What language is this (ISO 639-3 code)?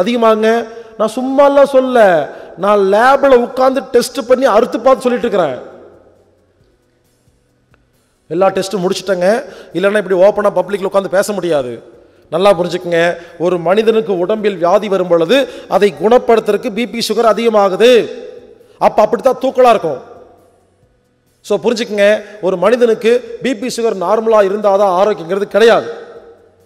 tam